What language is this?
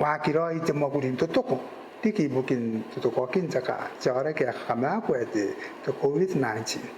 Gilbertese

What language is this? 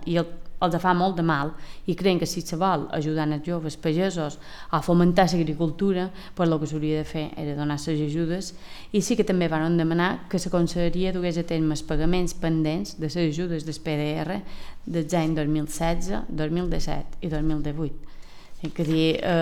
Catalan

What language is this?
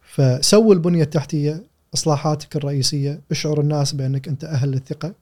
Gulf Arabic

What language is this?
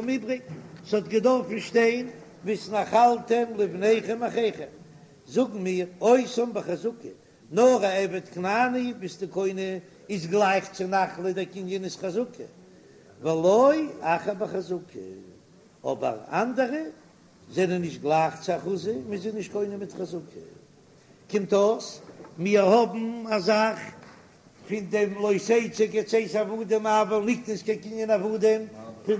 Yiddish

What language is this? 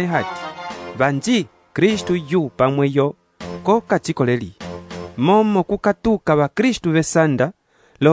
Umbundu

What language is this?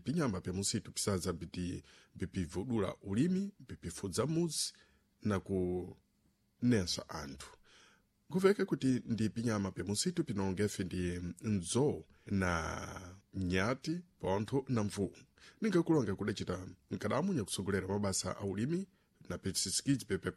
Sena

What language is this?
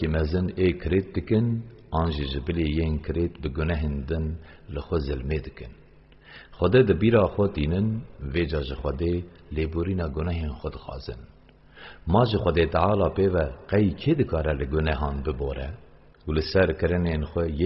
Kurdish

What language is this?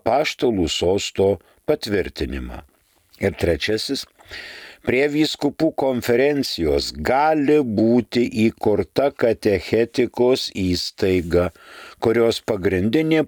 Lithuanian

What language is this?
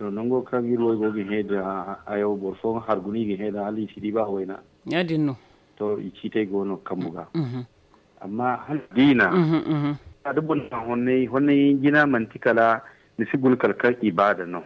Zarma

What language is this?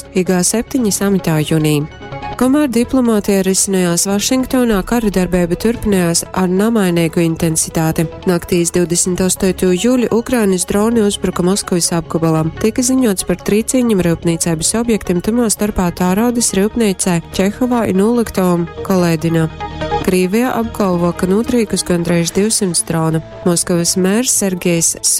Latgalian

